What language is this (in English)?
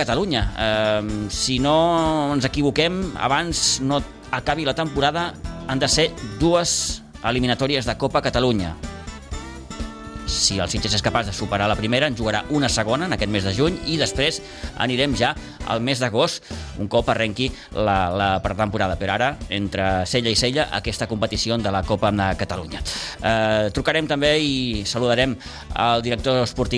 Catalan